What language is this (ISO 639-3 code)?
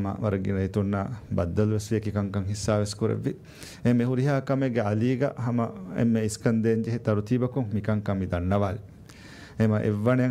div